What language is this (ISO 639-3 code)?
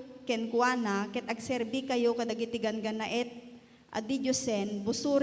ilo